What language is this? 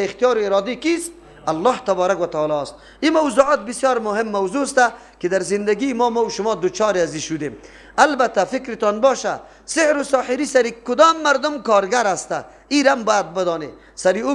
Persian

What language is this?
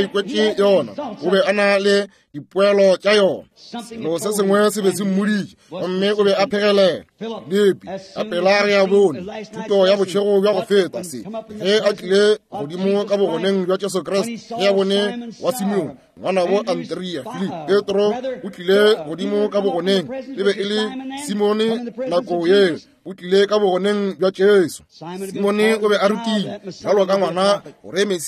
Northern Sotho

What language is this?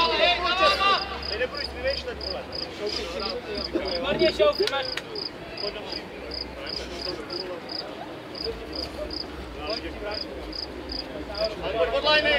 Czech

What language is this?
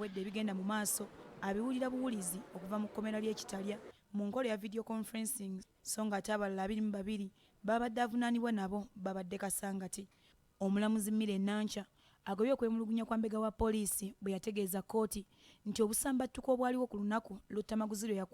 Ganda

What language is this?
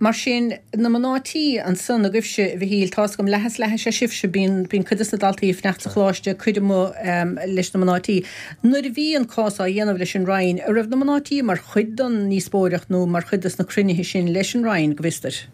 Irish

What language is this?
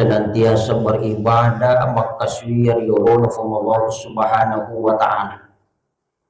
Buginese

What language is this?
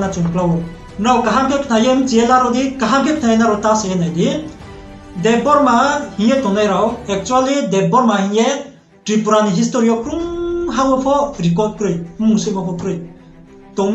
Riang (India)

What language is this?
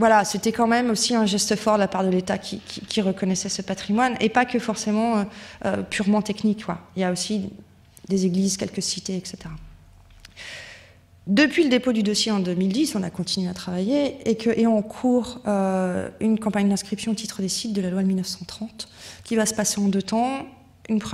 French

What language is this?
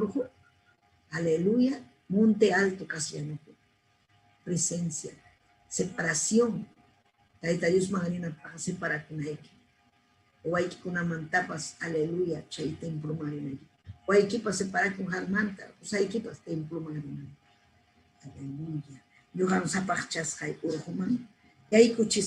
Ayacucho Quechua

